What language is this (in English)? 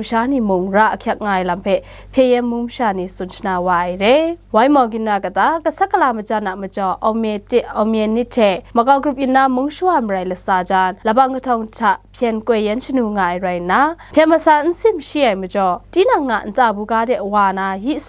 Kachin